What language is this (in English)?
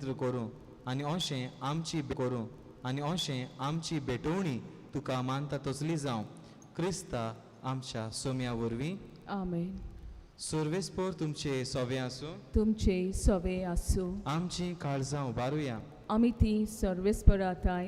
Konkani